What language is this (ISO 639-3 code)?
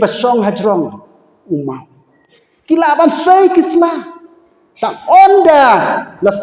kha